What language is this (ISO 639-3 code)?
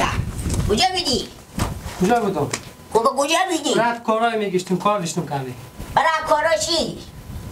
fas